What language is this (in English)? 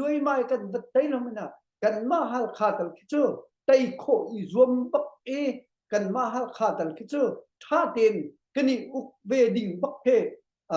Hakha Chin